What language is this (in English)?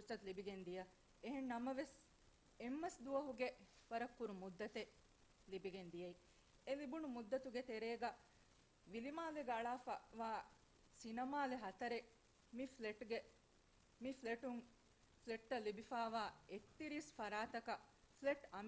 Divehi